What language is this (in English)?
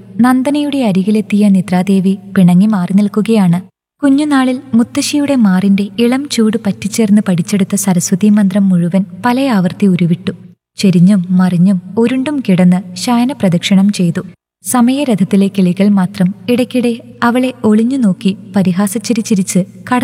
Malayalam